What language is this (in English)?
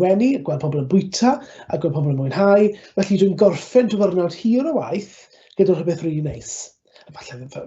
Welsh